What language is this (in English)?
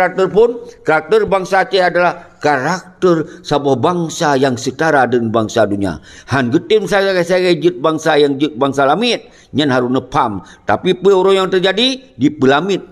Achinese